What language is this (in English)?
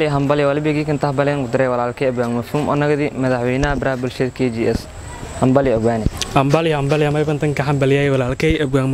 Somali